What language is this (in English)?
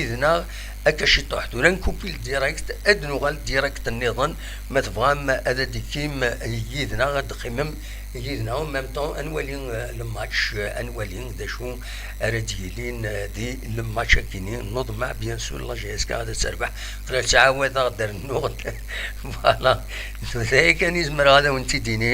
Kabyle